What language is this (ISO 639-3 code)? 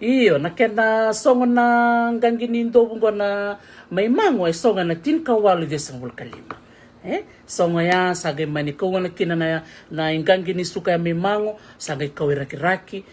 fij